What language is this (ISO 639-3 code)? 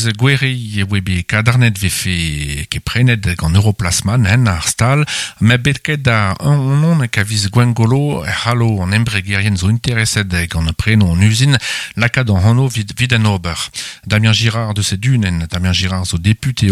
bre